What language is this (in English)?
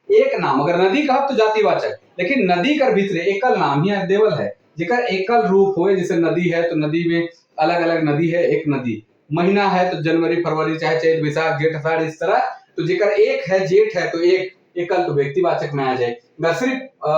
Sadri